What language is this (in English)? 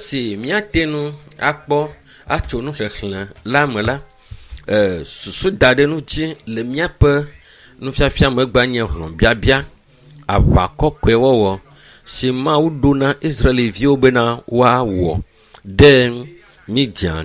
Ewe